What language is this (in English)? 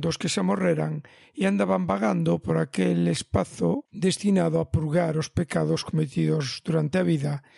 Galician